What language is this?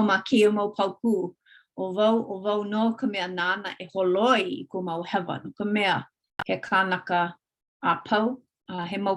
Hawaiian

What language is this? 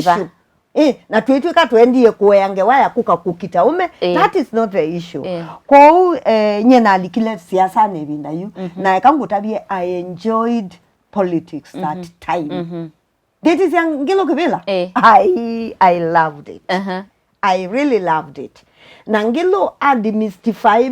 Kamba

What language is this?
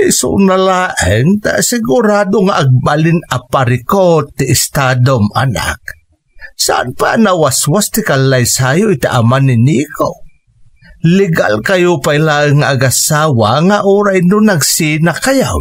Iloko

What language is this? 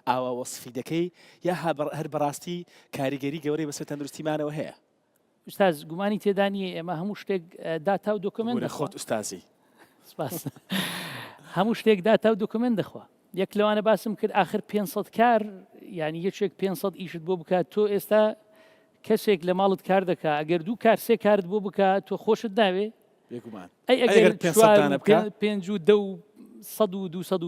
Central Kurdish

